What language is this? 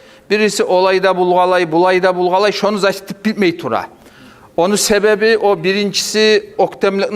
Kumyk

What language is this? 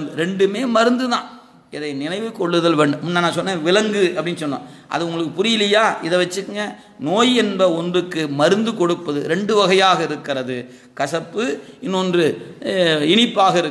Tamil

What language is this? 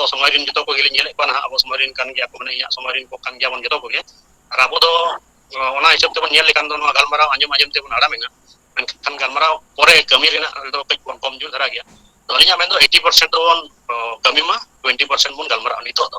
Santali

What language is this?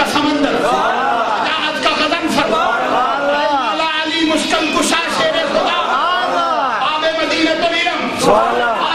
Urdu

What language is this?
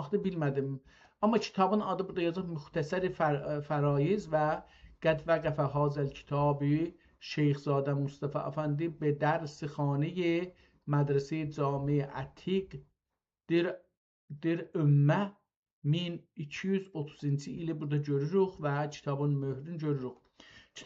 South Azerbaijani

